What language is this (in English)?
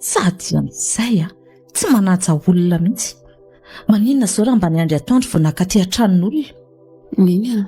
Malagasy